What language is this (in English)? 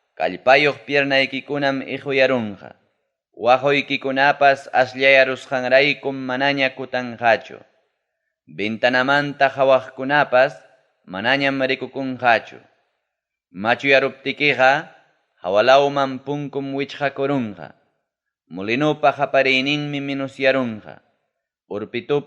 Ayacucho Quechua